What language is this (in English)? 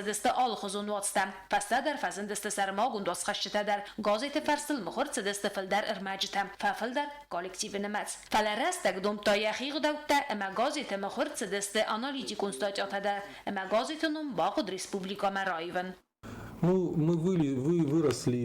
Ossetic